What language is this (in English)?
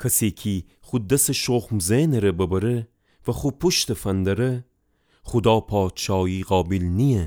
Gilaki